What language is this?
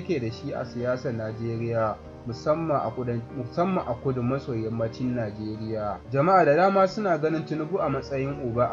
Hausa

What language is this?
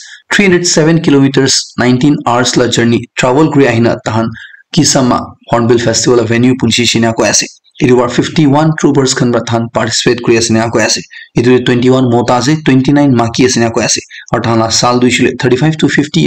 Naga Pidgin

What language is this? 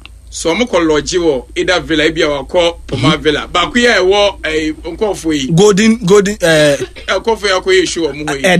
Akan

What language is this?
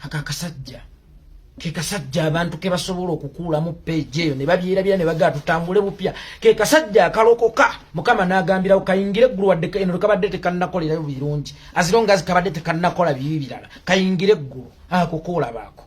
Ganda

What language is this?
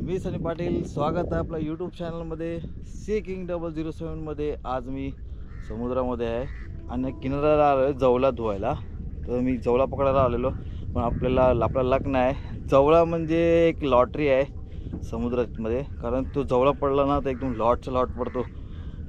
Marathi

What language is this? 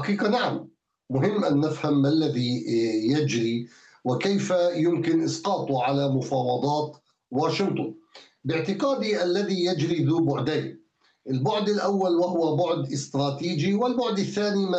Arabic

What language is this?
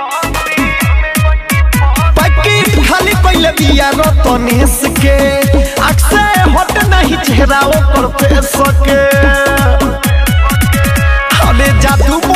Bhojpuri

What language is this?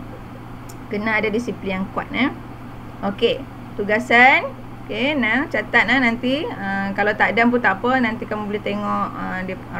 Malay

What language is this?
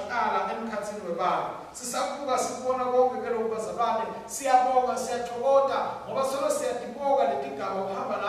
Swati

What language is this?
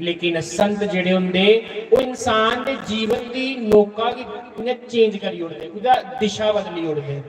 Dogri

